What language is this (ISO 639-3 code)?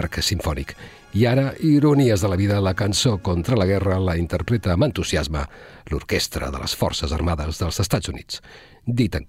cat